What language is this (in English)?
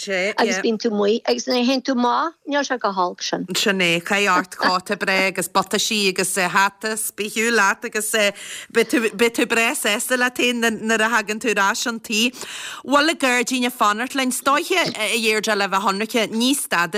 Irish